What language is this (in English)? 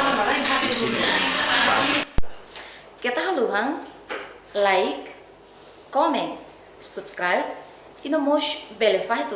Tetum